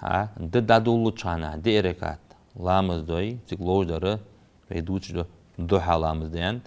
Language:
Ingush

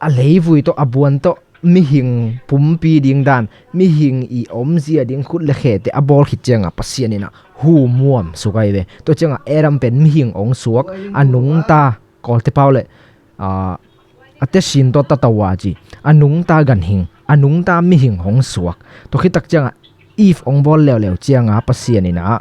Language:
Tedim Chin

